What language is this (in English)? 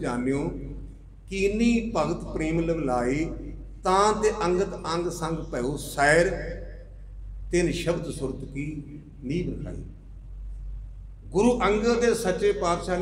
Punjabi